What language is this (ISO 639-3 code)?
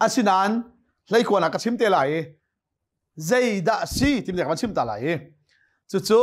cnh